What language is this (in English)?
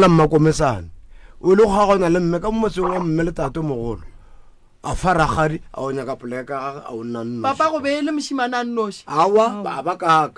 Northern Sotho